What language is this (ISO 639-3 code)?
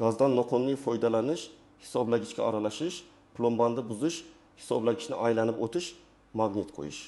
uzb